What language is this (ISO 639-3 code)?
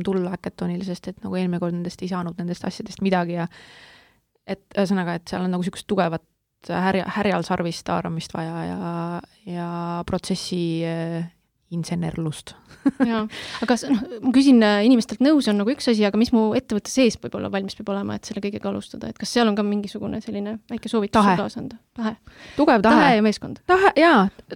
est